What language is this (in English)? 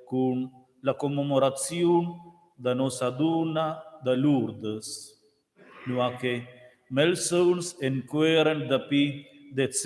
Romansh